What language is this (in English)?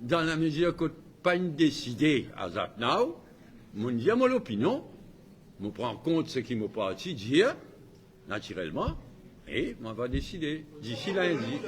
Morisyen